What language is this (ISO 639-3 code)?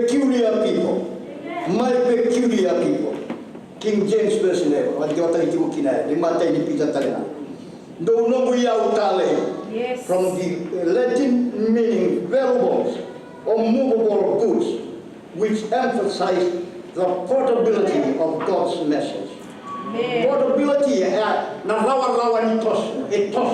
fij